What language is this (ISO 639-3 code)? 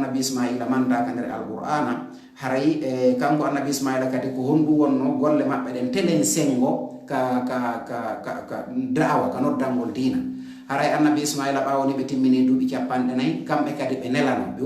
ful